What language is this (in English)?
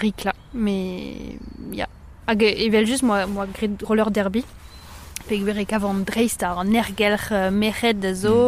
Breton